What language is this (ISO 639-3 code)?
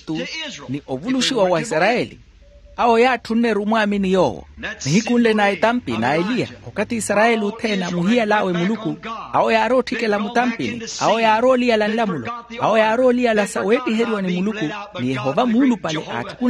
vmw